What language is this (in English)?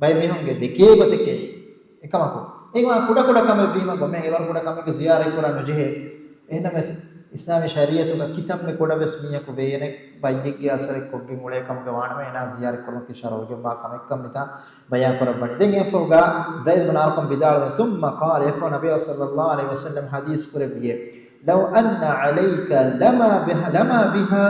Divehi